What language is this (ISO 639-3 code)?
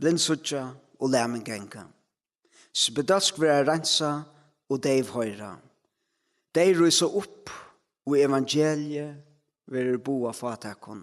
fao